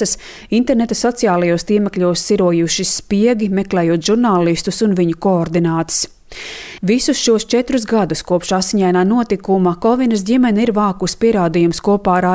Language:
Latvian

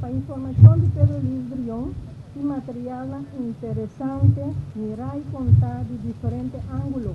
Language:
Papiamento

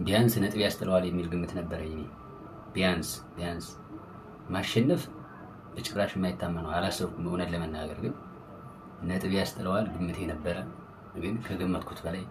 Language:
Amharic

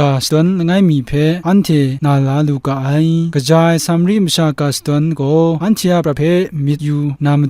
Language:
Kachin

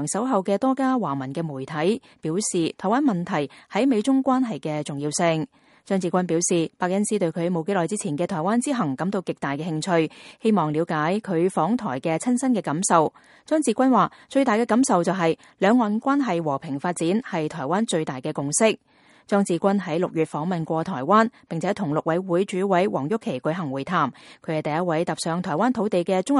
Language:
Cantonese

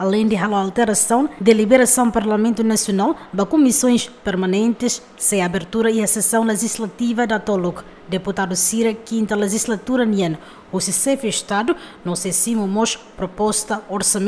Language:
Tetum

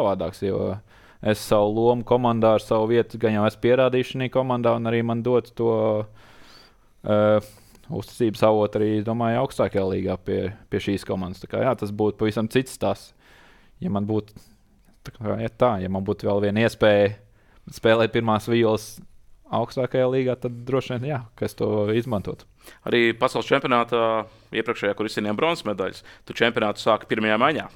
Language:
Latvian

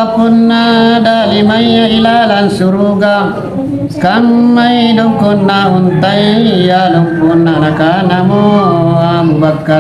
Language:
Makasar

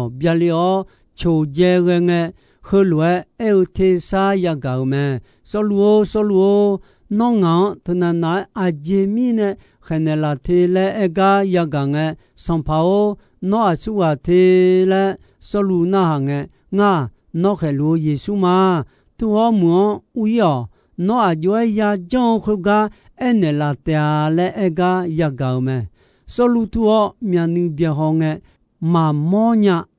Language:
Akha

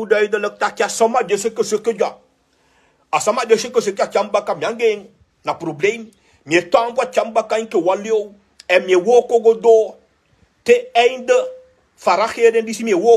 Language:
Sranan Tongo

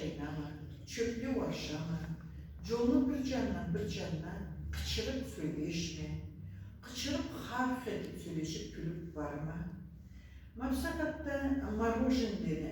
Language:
Karachay-Balkar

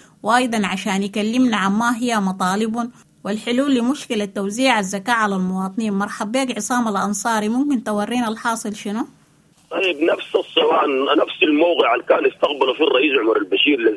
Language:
Sudanese Arabic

